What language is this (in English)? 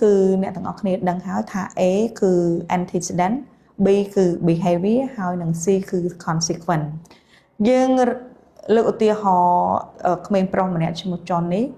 Khmer